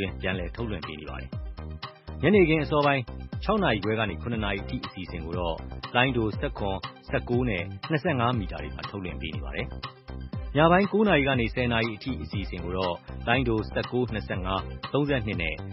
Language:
Burmese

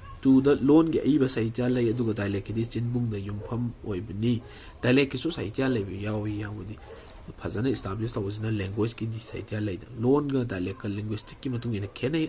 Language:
Manipuri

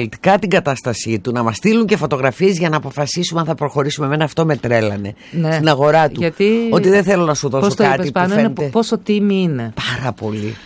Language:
Greek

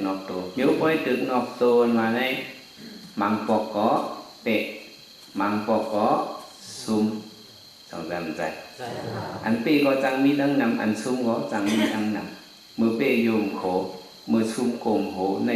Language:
Shan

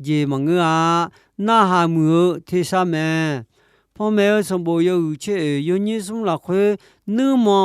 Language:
Akha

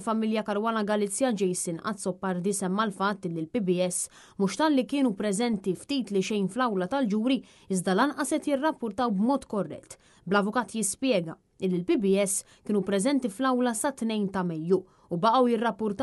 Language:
Maltese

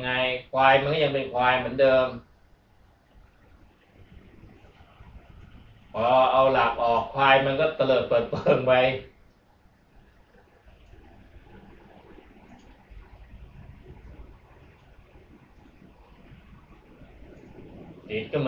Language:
Thai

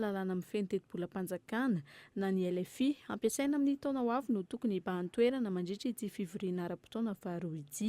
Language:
Malagasy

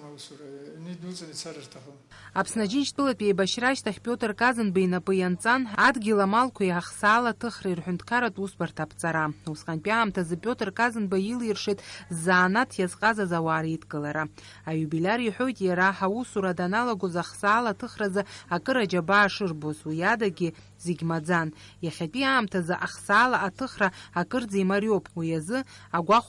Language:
Abkhazian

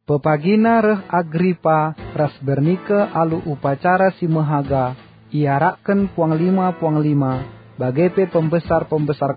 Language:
Batak Karo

